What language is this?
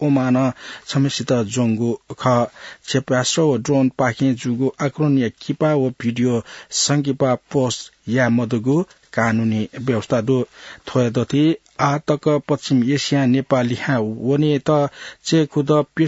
Newari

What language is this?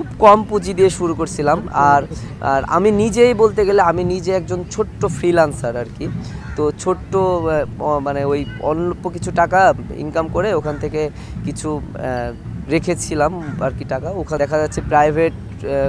Bangla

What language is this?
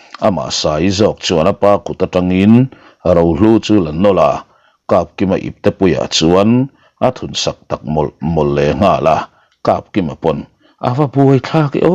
Mizo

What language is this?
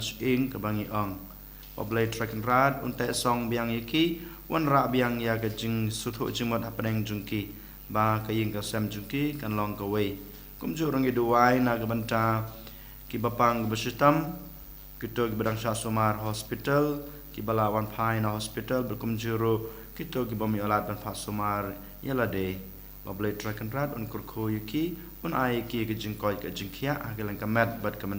Khasi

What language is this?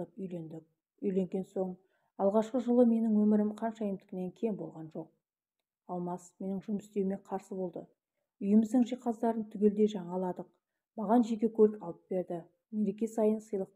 Kazakh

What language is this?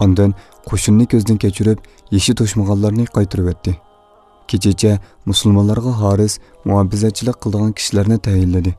Uyghur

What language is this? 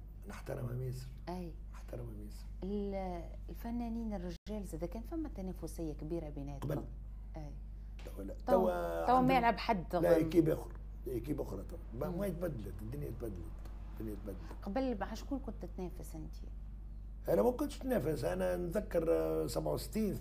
Tunisian Arabic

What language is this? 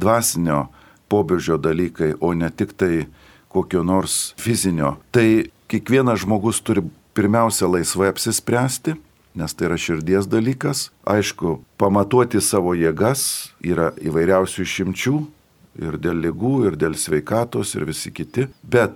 Lithuanian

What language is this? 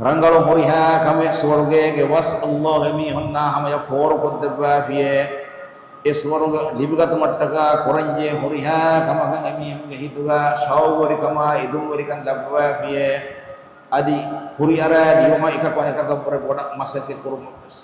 Divehi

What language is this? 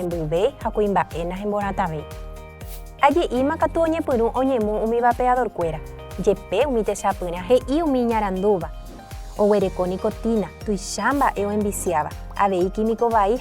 Guarani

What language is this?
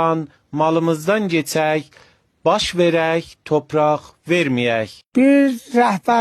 South Azerbaijani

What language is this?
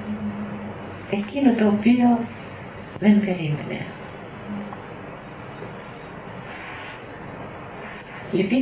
Greek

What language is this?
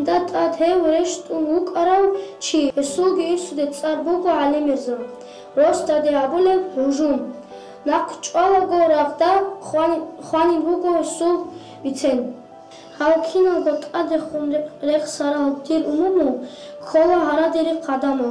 Avaric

